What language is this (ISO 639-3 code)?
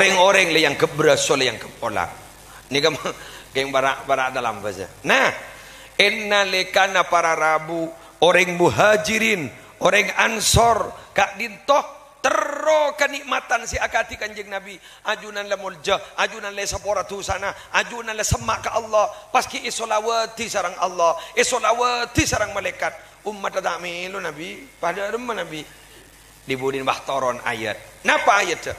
mad